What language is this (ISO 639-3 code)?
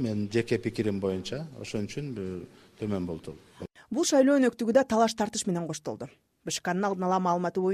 kir